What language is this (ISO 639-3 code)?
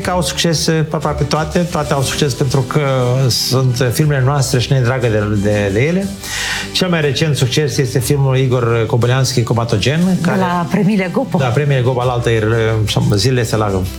ron